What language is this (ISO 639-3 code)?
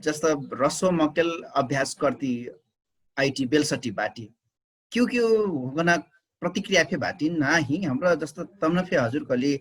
thl